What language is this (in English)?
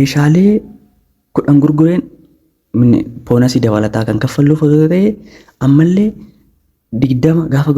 Oromo